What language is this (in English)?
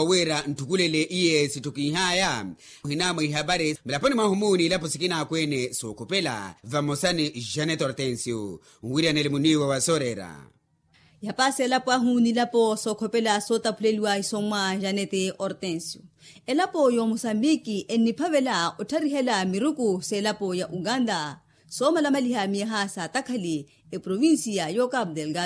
Makhuwa